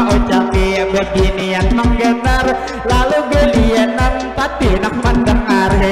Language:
Banjar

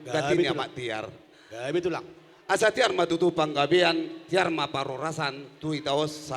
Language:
Batak Toba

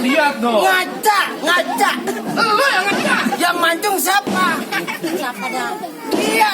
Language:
Betawi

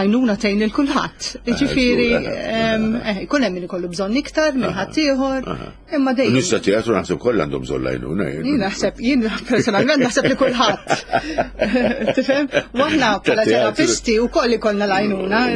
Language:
Maltese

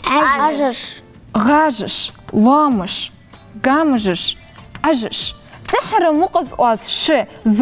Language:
Ingush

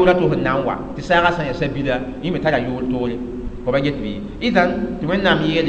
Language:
Mossi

